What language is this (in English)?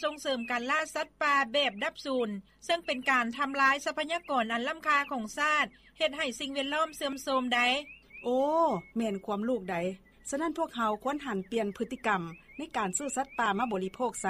Lao